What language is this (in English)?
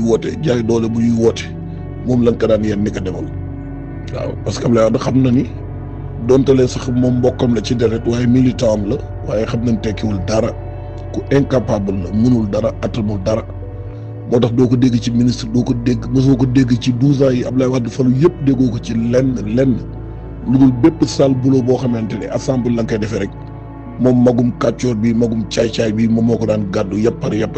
Wolof